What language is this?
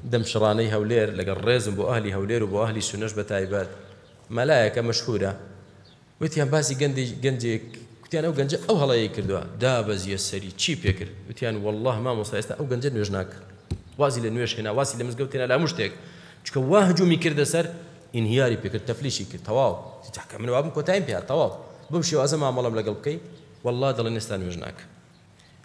Central Kurdish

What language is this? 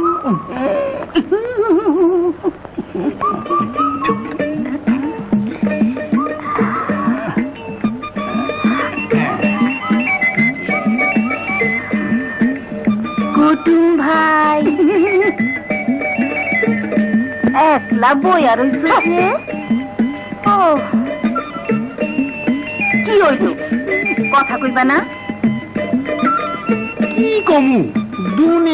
Bangla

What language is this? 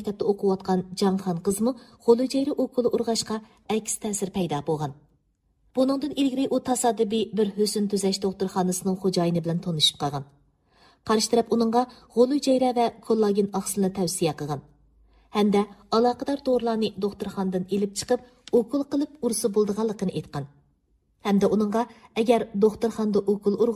Uyghur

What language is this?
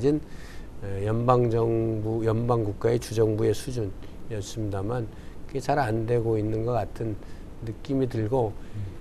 Korean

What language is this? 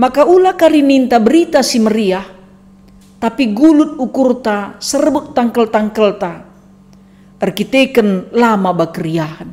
Batak Karo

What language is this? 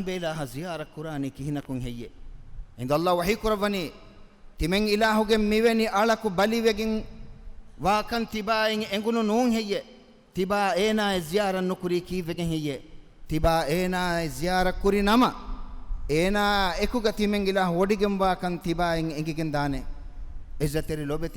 Divehi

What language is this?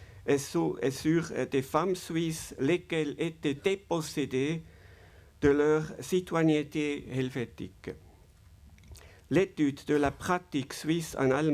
French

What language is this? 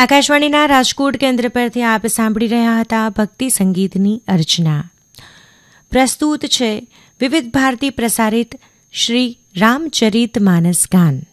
Gujarati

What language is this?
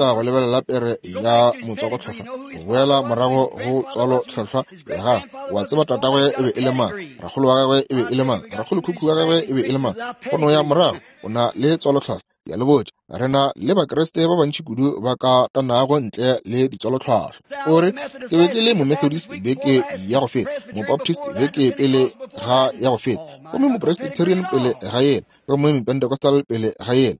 Northern Sotho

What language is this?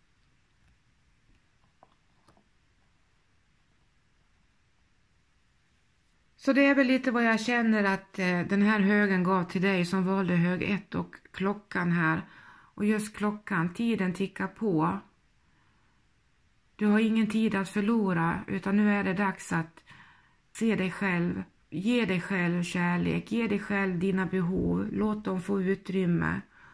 Swedish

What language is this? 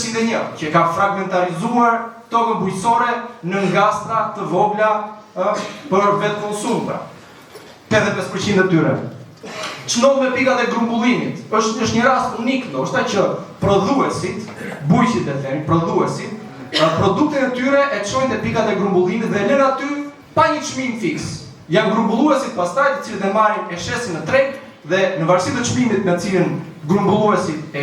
Albanian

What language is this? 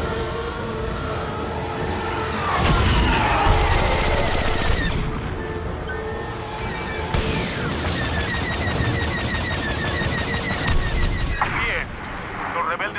Spanish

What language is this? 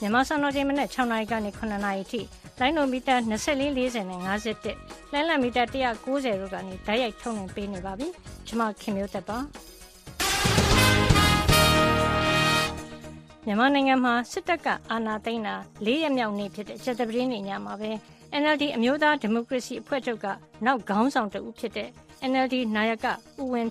Burmese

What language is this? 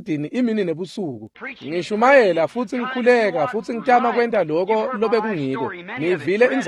Swati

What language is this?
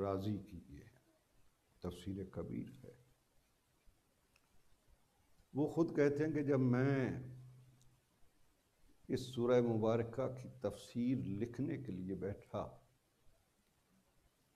Urdu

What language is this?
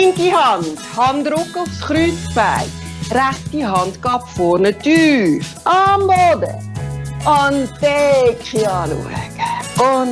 Swiss German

